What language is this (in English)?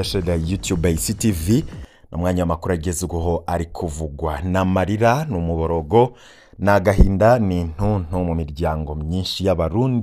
Rundi